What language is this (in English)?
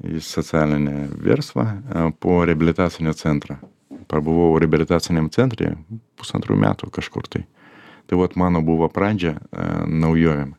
Lithuanian